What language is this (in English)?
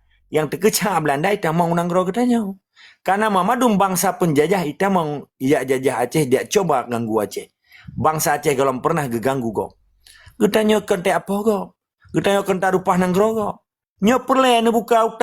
Achinese